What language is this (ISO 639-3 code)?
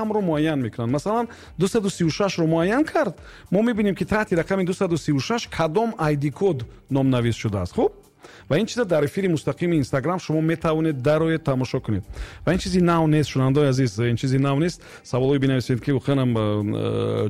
tgk